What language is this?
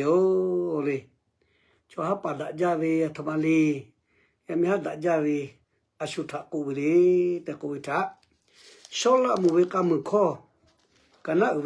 Lahu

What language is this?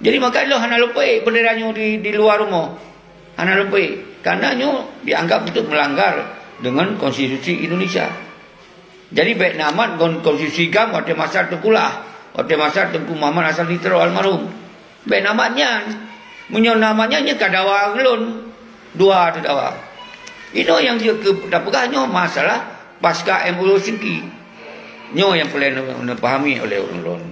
Achinese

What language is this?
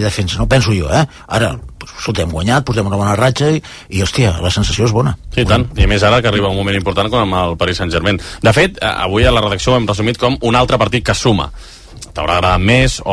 Catalan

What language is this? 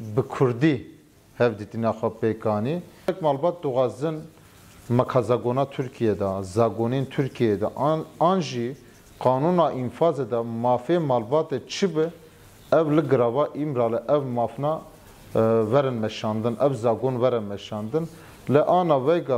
Kurdish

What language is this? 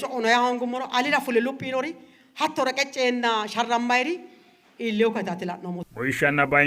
Sidamo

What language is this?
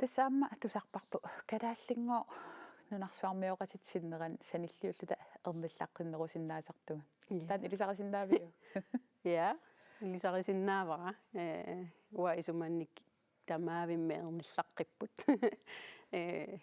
Kalaallisut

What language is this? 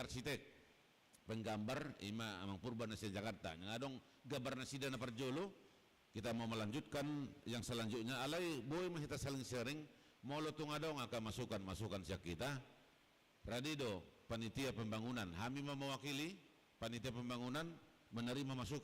Batak Toba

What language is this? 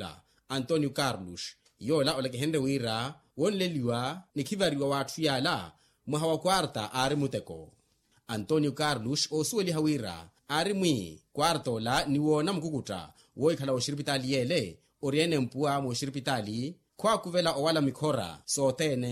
Makhuwa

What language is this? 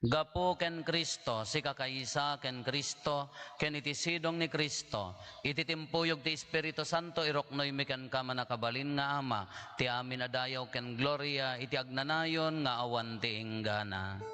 Iloko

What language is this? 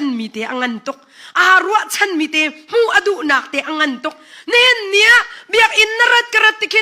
Hakha Chin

